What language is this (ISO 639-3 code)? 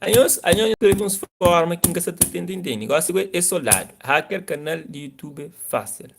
kea